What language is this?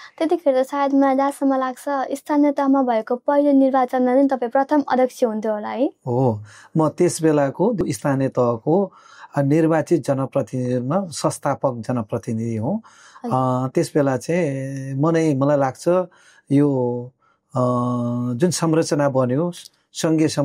Nepali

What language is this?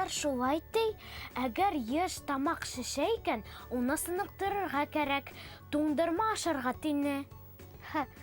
Bashkir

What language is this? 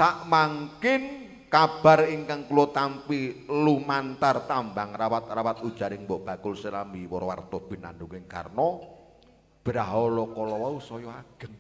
Javanese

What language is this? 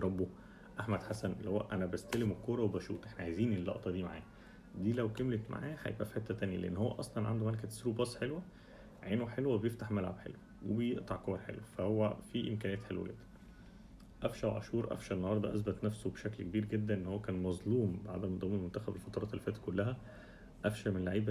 Egyptian Arabic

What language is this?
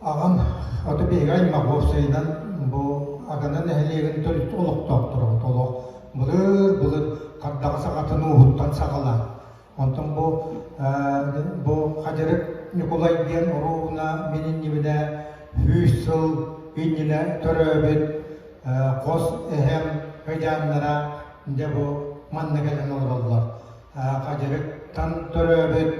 Yakut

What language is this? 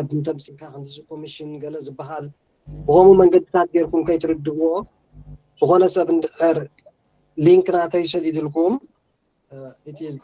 Tigrinya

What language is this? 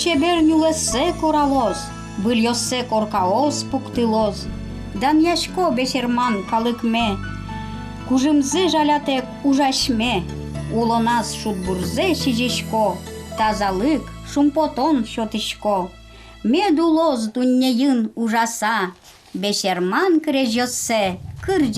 Udmurt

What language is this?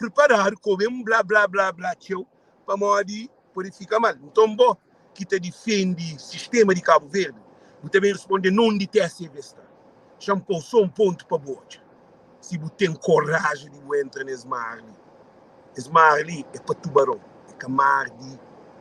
Kabuverdianu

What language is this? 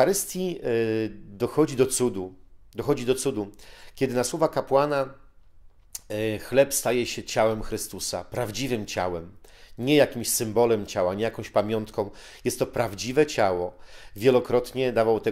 Polish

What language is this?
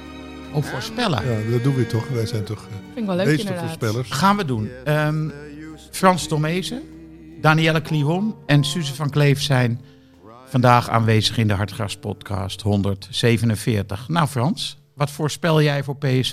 Dutch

